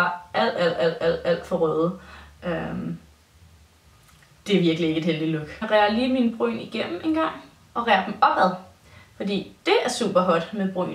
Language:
Danish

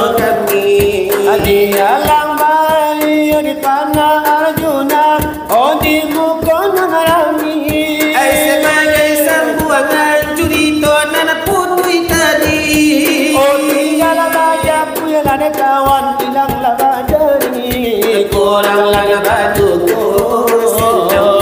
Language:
Minangkabau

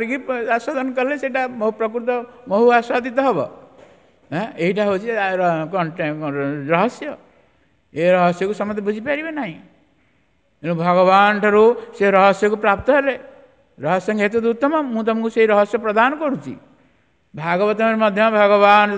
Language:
Odia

